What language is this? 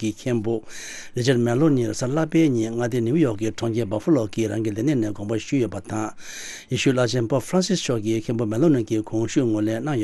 Tibetan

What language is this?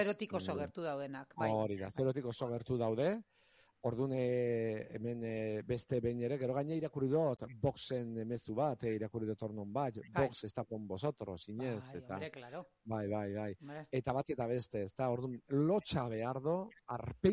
Basque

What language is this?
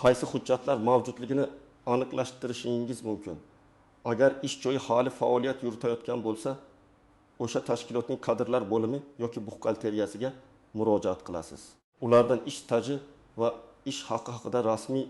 Uzbek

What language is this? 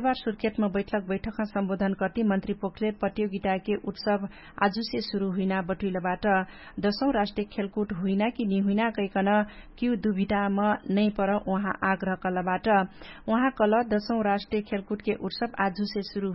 Dangaura Tharu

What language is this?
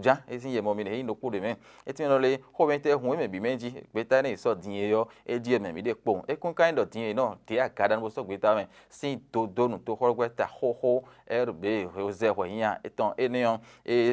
Fon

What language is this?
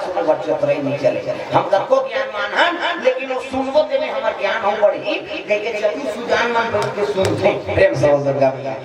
Chhattisgarhi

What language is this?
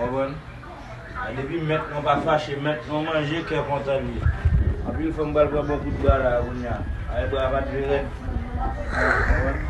Haitian Creole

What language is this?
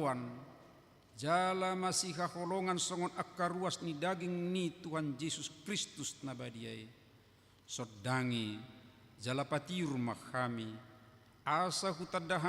Batak Toba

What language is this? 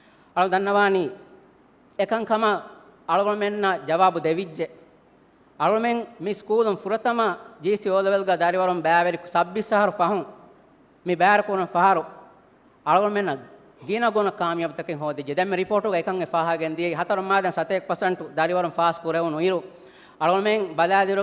Divehi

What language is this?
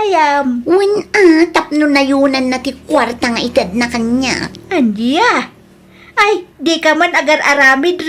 Iloko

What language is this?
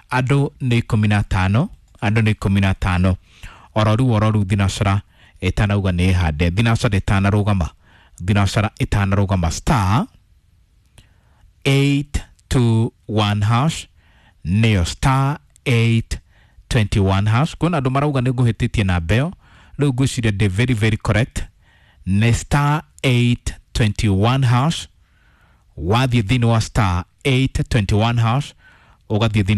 Kikuyu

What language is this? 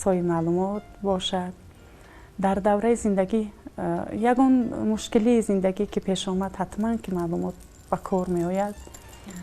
Tajik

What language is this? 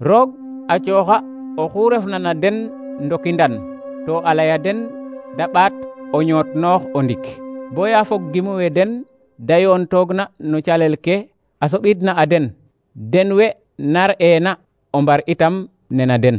Serer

